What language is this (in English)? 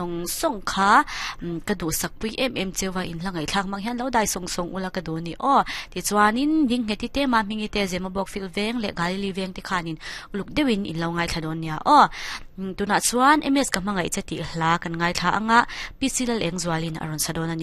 Mizo